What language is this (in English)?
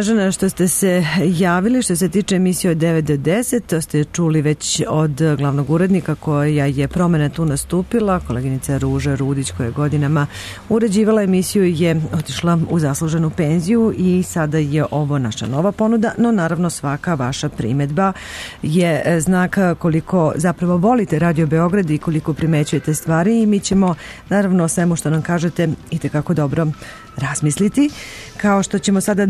Serbian